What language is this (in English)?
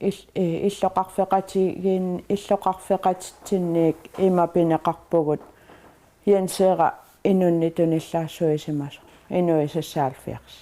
Kalaallisut